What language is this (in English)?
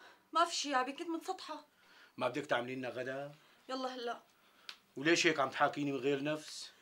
North Levantine Arabic